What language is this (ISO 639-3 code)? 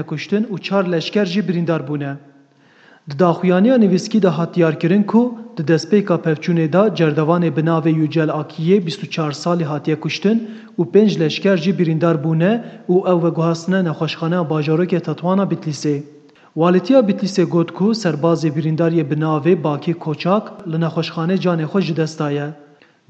kur